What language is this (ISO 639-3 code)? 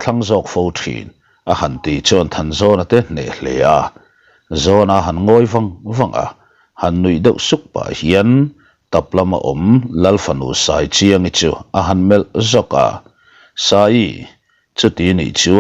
lus